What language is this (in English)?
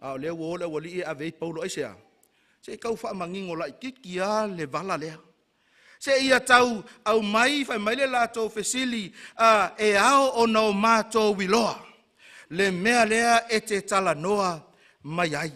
Samoan